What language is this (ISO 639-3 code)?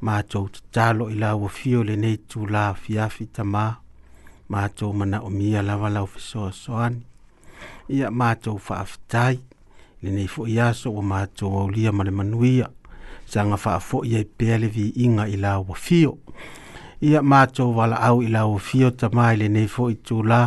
smo